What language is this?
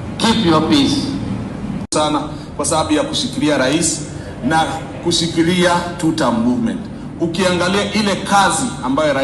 Gusii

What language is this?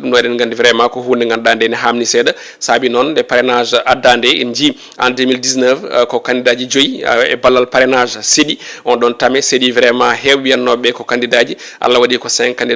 Fula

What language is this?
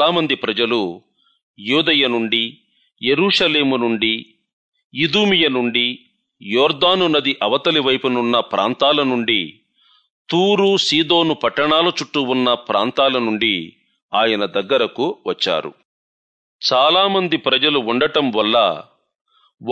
Telugu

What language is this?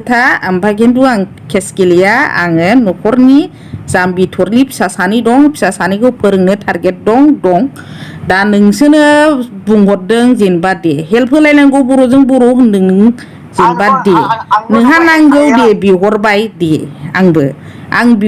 Bodo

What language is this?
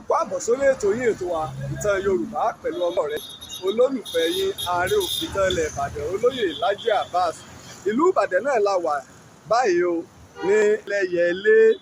Yoruba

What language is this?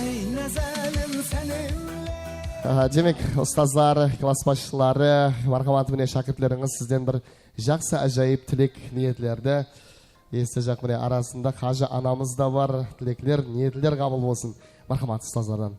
Kara-Kalpak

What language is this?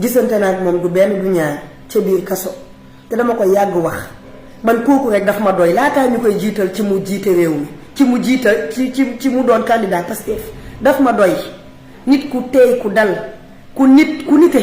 Wolof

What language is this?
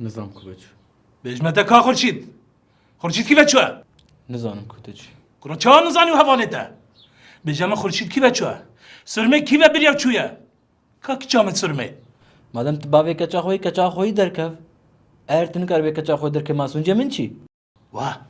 Kurdish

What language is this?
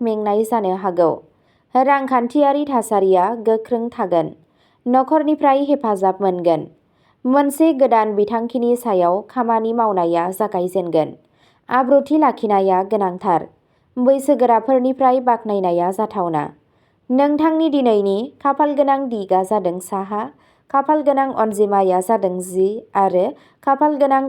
Bodo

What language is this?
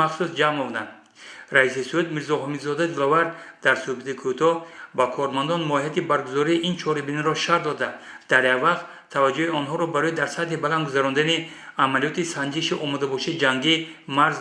Tajik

